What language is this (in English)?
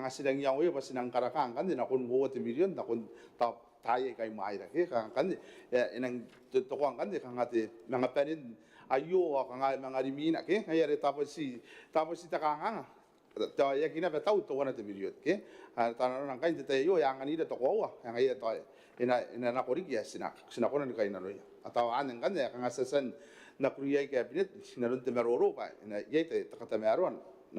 Gilbertese